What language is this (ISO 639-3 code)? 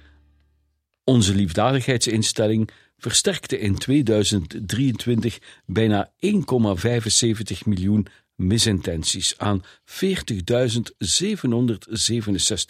nld